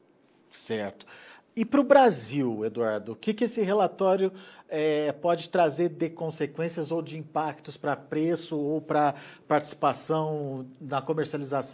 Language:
Portuguese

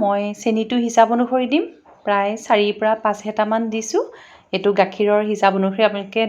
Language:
Assamese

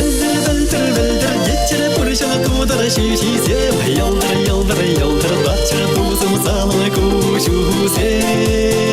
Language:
Chuvash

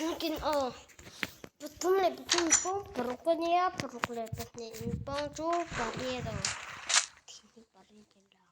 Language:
Mizo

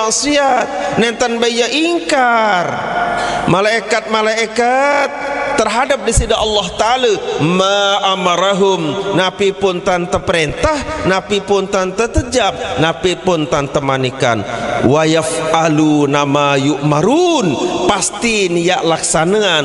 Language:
Sasak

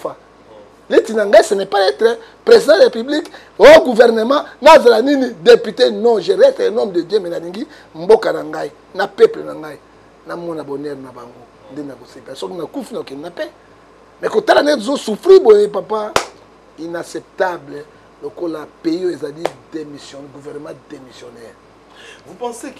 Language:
Lingala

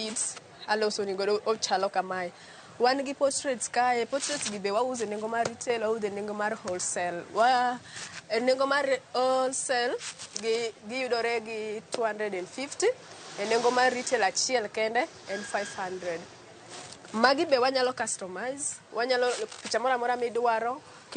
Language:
Luo (Kenya and Tanzania)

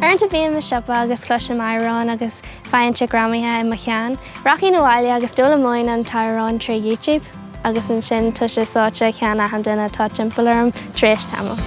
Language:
Irish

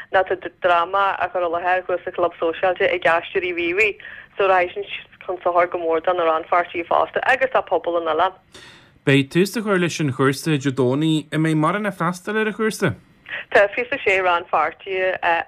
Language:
Irish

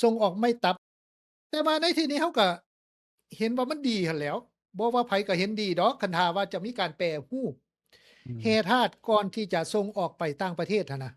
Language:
Lao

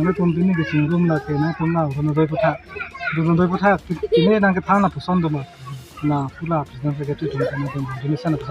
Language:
Karbi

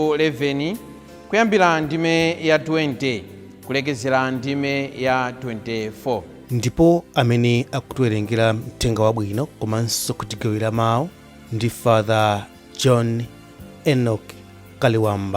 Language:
Nyanja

